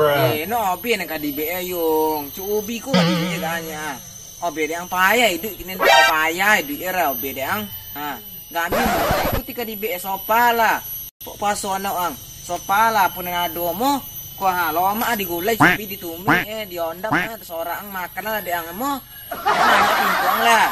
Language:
Minangkabau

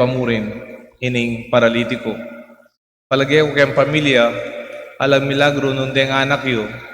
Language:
Pampanga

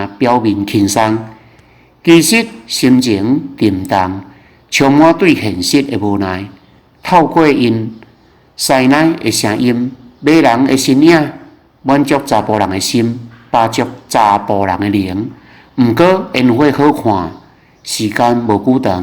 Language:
Min Nan Chinese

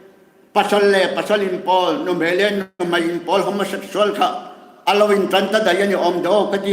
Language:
Hmar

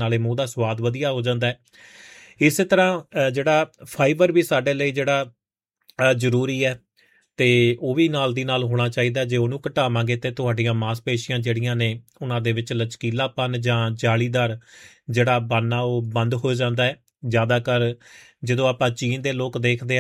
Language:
Punjabi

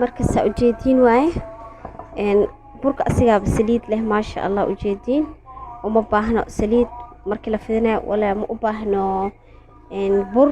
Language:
Somali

